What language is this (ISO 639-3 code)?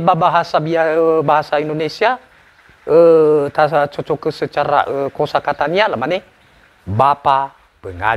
nia